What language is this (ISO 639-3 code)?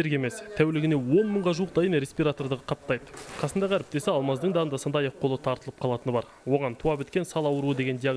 kaz